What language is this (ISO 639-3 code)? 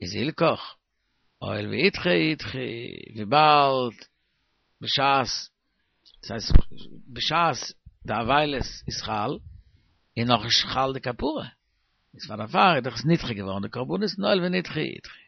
yid